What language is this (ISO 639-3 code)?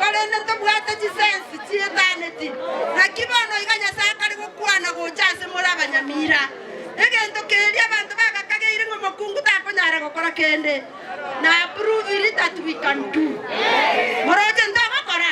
guz